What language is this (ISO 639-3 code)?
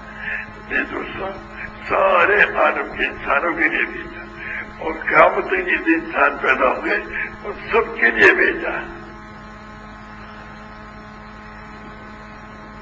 urd